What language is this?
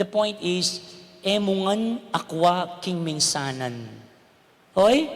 Pampanga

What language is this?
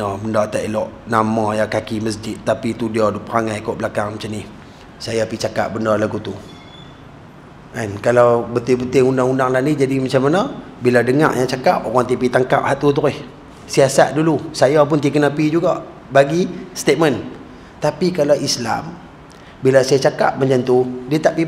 Malay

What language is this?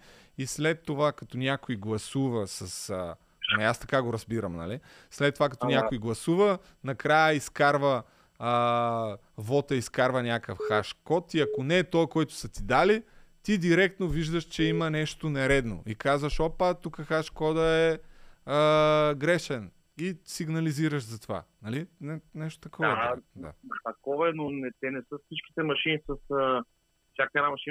Bulgarian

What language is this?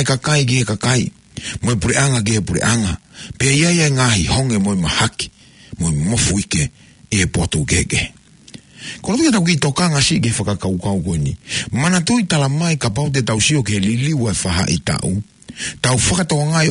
Tongan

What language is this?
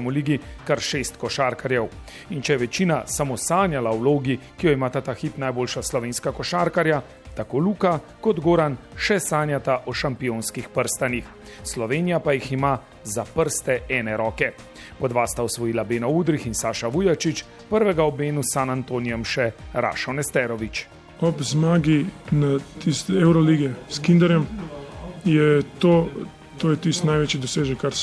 Slovenian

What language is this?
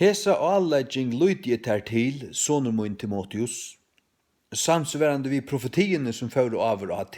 Faroese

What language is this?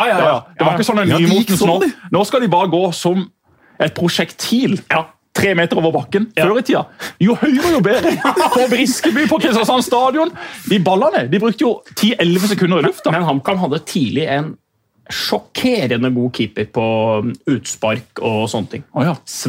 Norwegian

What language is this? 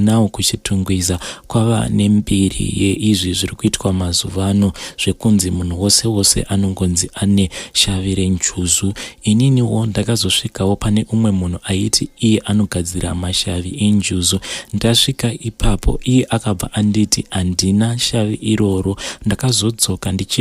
Shona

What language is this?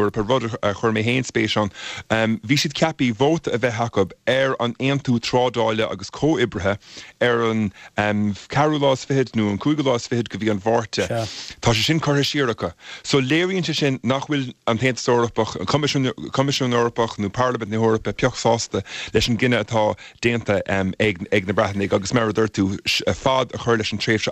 Irish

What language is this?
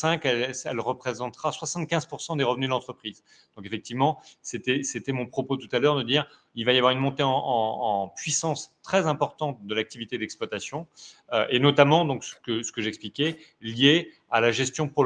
French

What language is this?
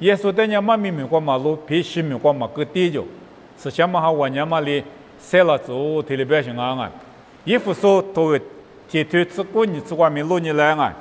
Lisu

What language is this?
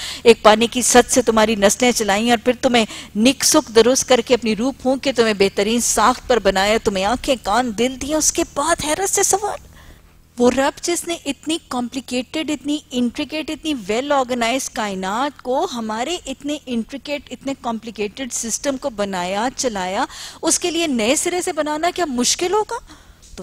Urdu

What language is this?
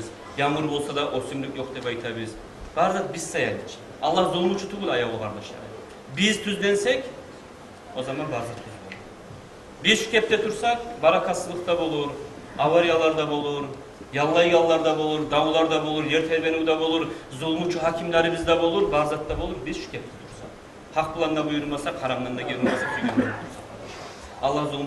Kumyk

